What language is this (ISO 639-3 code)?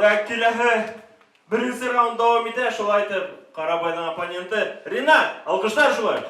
bak